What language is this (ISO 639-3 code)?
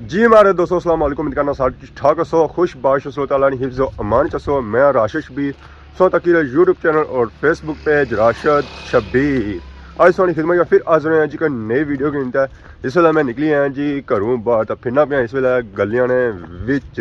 phr